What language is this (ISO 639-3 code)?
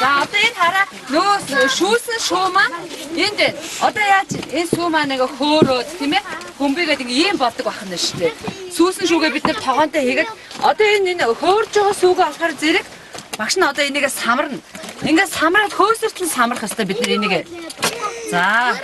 mon